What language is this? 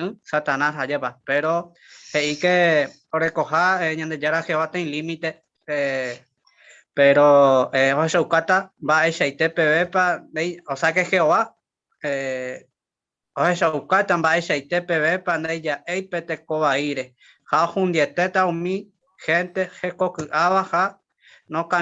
Guarani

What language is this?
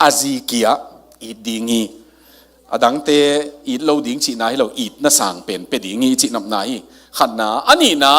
Tedim Chin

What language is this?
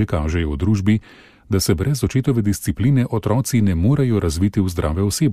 Slovenian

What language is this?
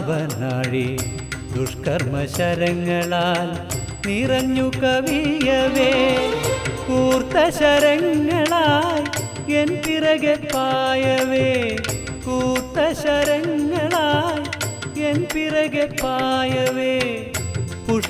Malayalam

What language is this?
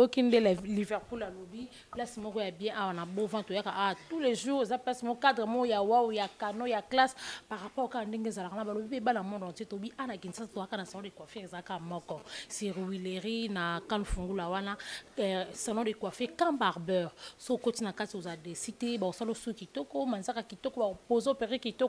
Lingala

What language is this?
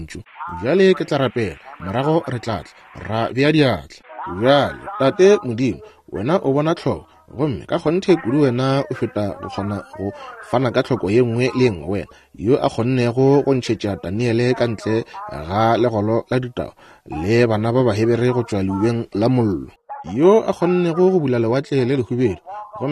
Northern Sotho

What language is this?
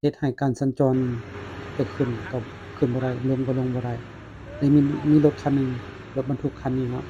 Lao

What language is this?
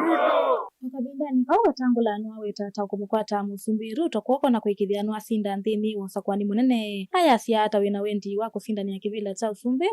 Kamba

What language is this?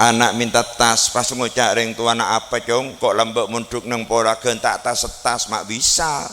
Madurese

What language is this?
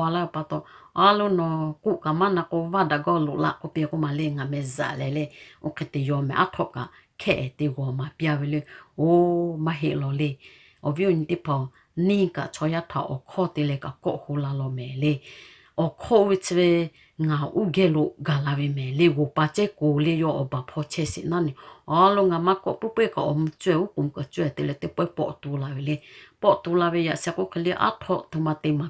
Lahu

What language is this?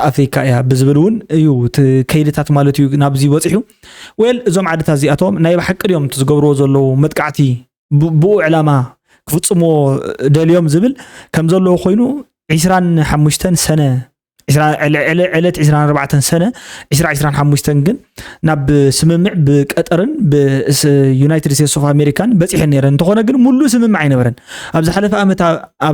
Tigrinya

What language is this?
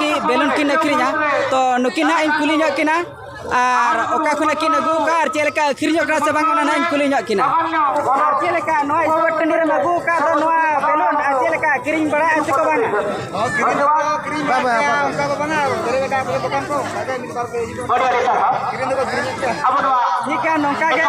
Santali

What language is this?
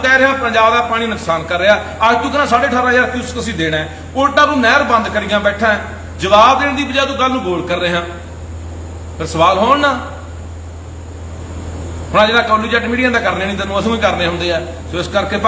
Punjabi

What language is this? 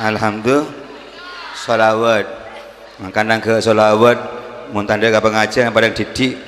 Madurese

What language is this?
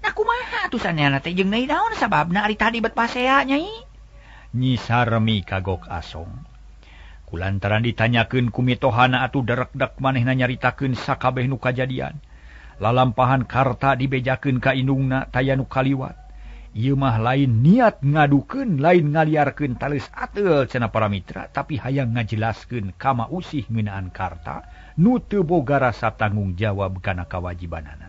Sundanese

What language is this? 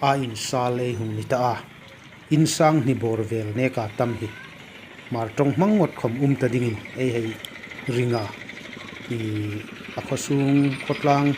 Hmar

